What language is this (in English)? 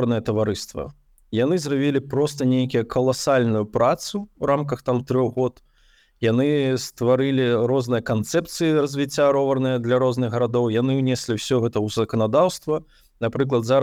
Belarusian